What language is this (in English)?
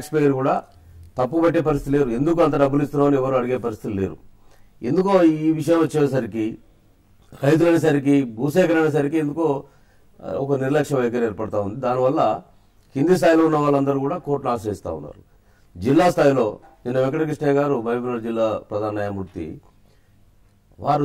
Telugu